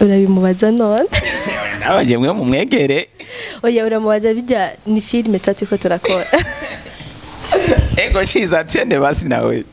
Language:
Rundi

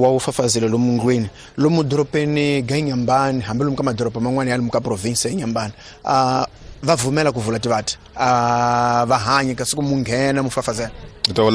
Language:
Tsonga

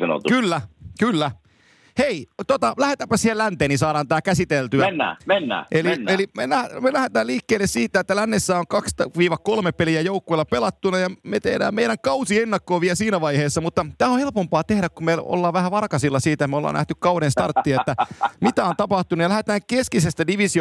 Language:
Finnish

